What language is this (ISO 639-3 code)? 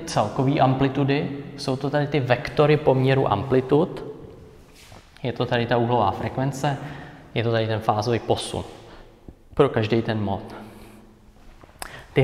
ces